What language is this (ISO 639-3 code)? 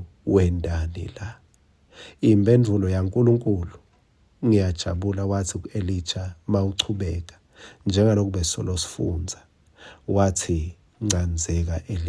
ssw